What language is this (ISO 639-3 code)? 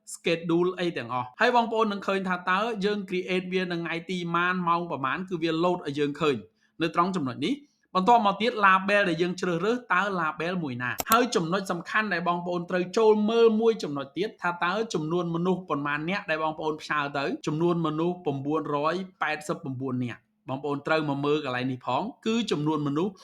khm